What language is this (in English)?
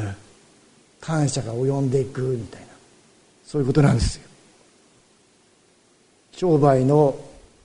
Japanese